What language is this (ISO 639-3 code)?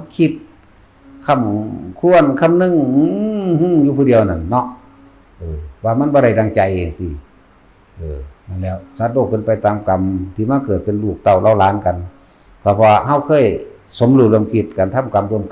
tts